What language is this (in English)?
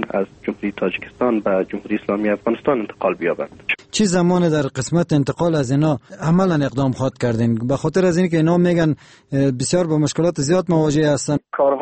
Persian